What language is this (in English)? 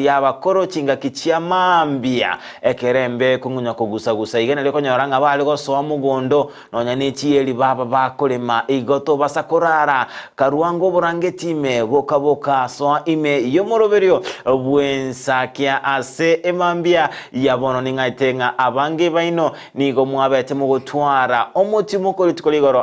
Gusii